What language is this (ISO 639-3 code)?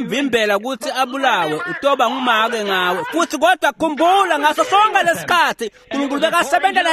ssw